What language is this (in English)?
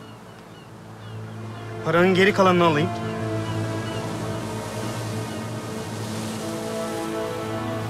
Turkish